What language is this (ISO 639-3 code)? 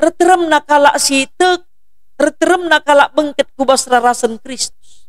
btx